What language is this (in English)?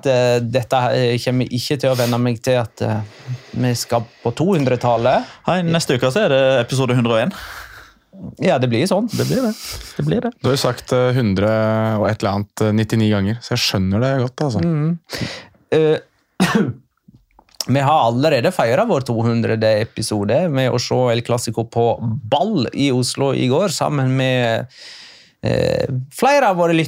Norwegian